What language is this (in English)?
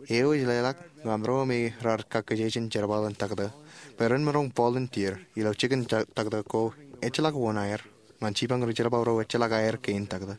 Marshallese